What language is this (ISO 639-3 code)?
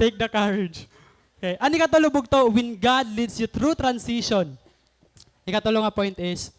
war